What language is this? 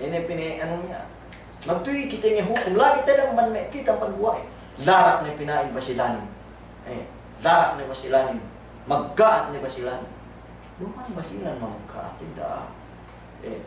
Yakan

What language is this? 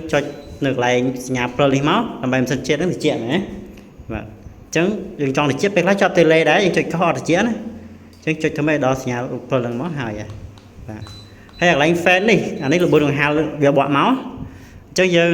Khmer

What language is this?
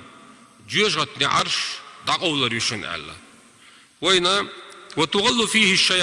Chechen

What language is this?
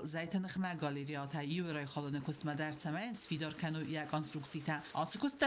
Ossetic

